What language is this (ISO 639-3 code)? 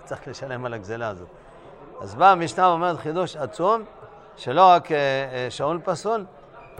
heb